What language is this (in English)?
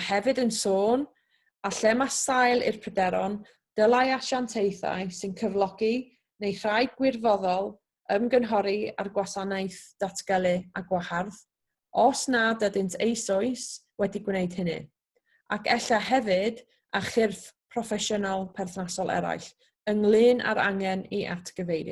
Welsh